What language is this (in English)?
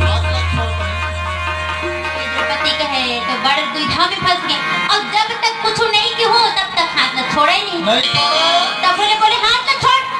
Chhattisgarhi